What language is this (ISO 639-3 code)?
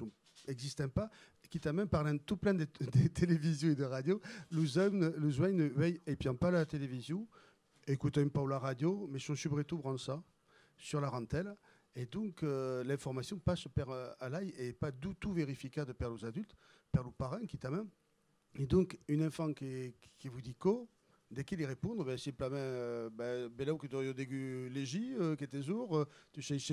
oci